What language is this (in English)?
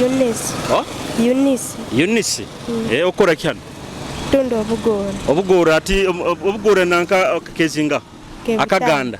Nyoro